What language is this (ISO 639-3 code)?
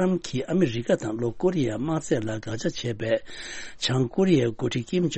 bod